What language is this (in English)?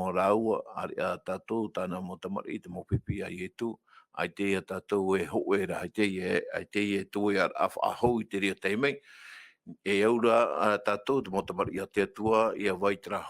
Tahitian